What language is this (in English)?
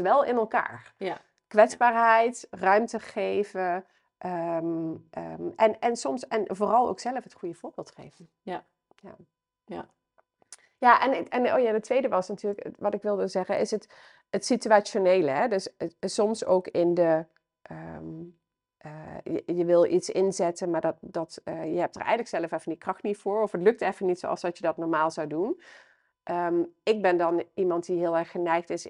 Dutch